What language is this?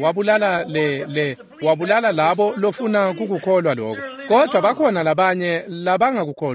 Swati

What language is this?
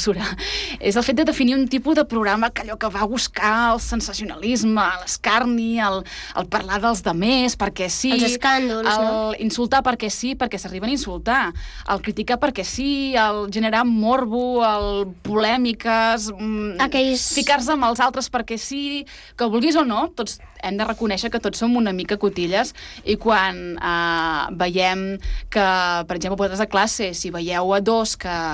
Catalan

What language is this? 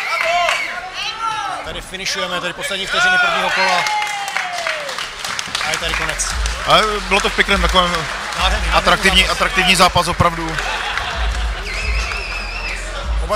Czech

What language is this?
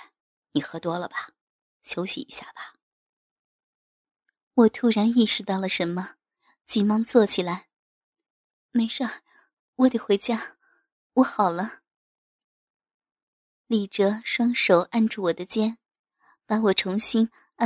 Chinese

